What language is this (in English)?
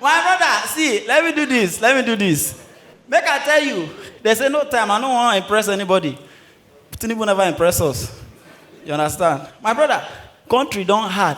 Nigerian Pidgin